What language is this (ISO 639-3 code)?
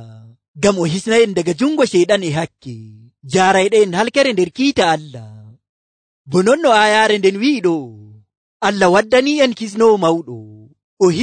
fuv